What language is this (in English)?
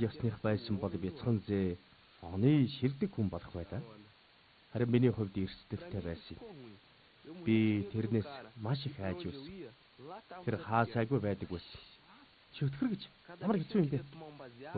Mongolian